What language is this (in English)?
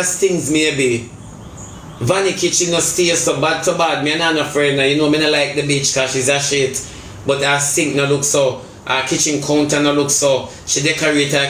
Jamaican Creole English